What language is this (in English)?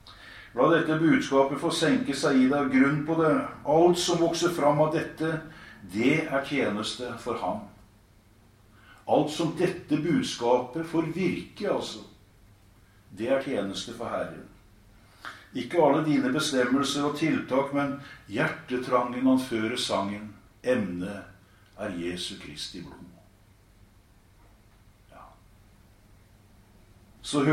Norwegian